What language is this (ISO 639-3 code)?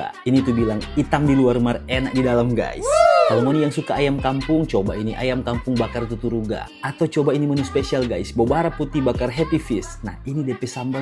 xmm